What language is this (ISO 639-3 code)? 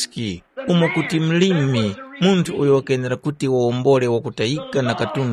tum